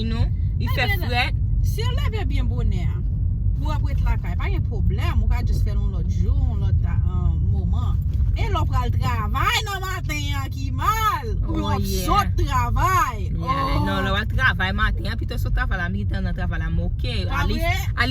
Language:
Haitian Creole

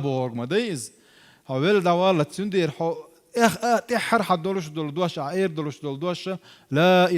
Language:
Chechen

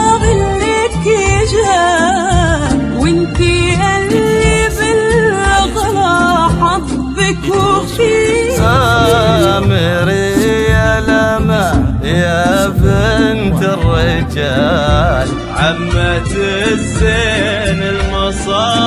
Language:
Arabic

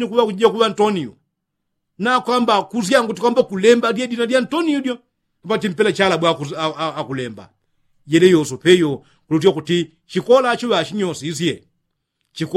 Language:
Yao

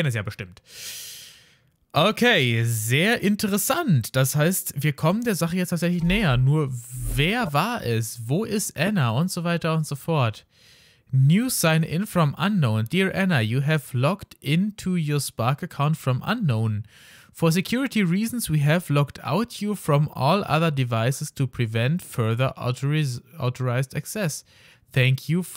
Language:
German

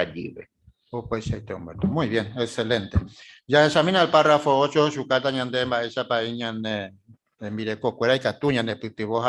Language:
Guarani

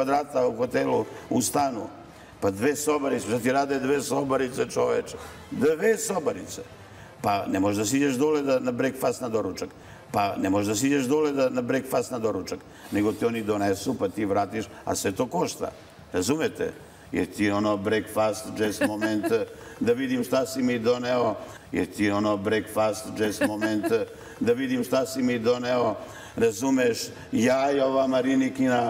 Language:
Serbian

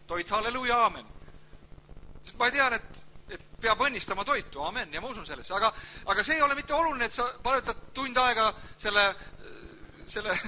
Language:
Estonian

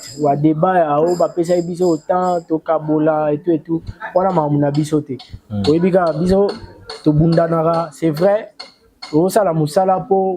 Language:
Lingala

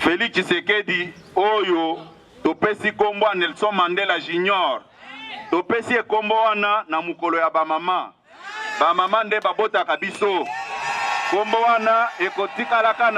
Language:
Lingala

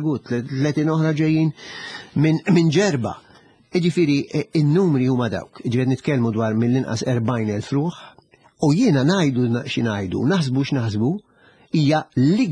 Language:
Maltese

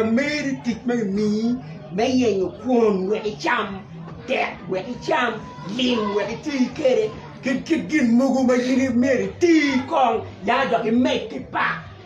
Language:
Acoli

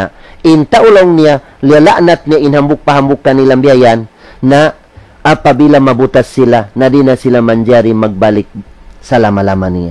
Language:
Tausug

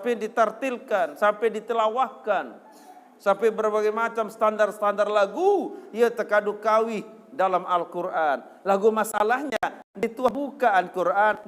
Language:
Sasak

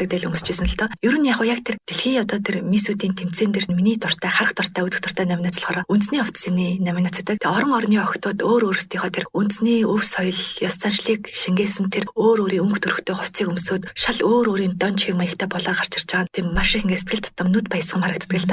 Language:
Mongolian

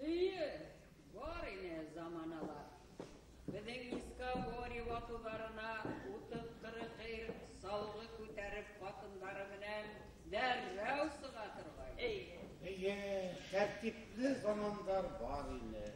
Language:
Bashkir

